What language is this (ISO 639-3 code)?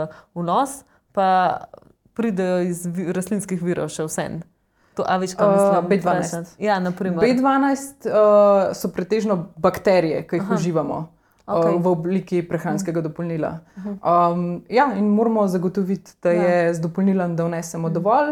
slv